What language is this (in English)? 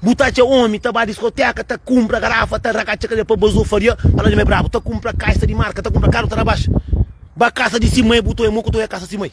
Kabuverdianu